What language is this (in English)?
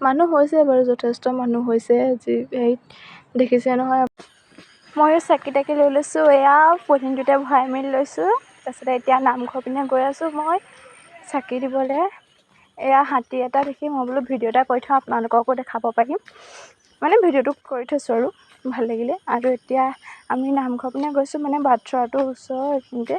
Assamese